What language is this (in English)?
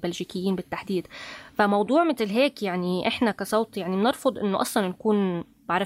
North Levantine Arabic